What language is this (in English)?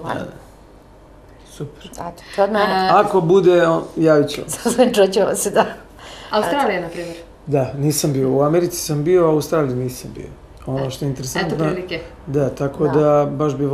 Serbian